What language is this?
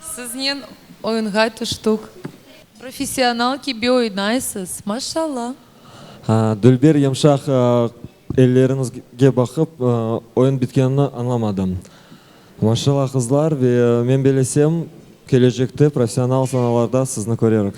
Crimean Tatar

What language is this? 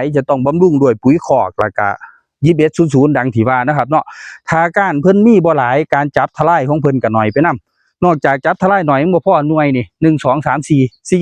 Northeastern Thai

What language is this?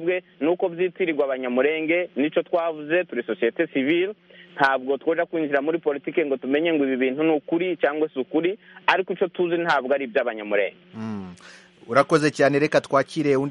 Kinyarwanda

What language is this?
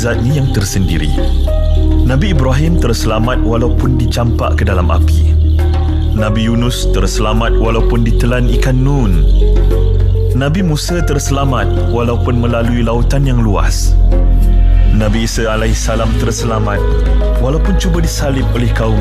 Malay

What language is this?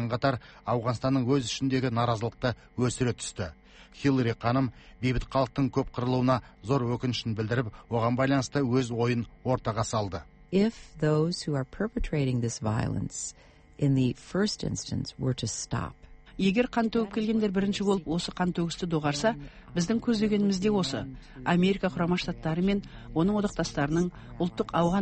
Kazakh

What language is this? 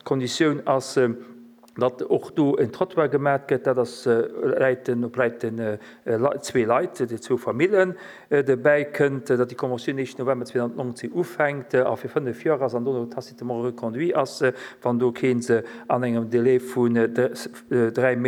Luxembourgish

